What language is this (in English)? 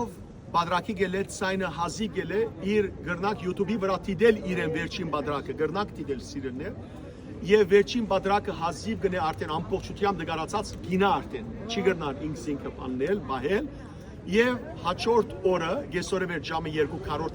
Western Armenian